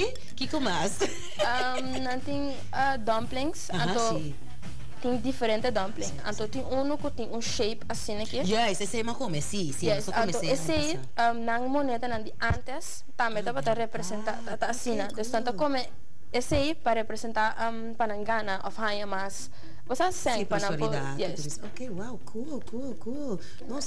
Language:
Papiamento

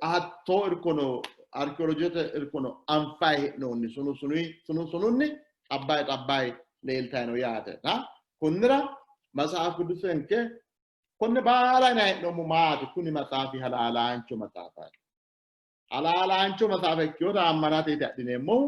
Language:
Sidamo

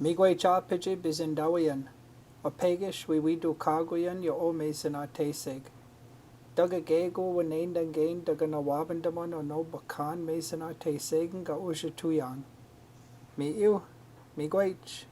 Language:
Chippewa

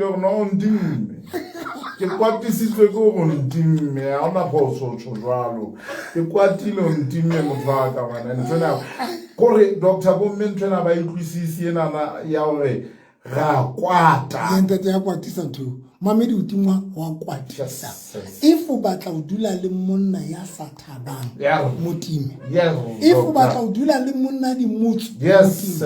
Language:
Southern Sotho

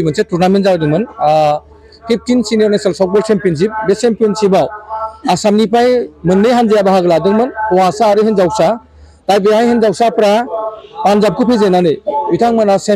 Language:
Bodo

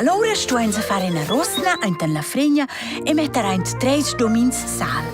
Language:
Romansh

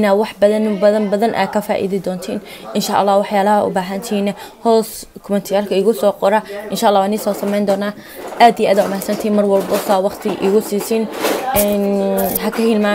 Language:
Somali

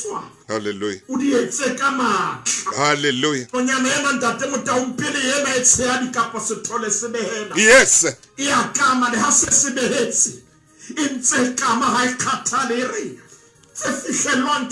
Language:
Southern Sotho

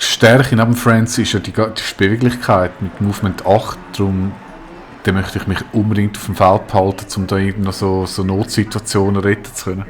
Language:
Swiss German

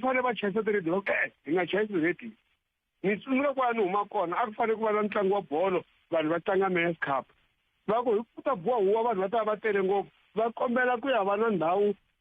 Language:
Tsonga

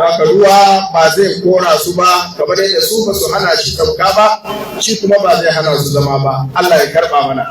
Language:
Hausa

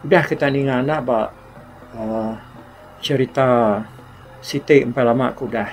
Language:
Iban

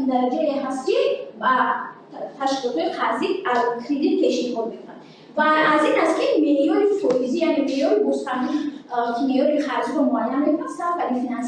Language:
Tajik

